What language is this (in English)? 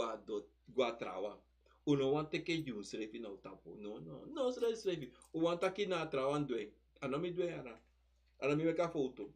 Sranan Tongo